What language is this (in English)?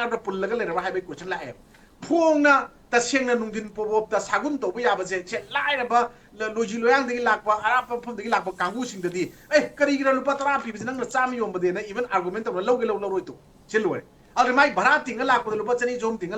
Manipuri